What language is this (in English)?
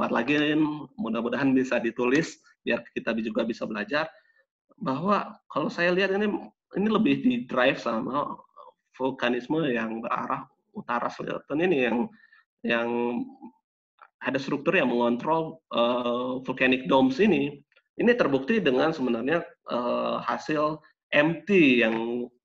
Indonesian